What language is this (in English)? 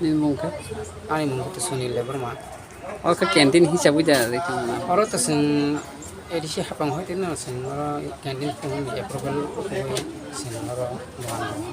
Kok Borok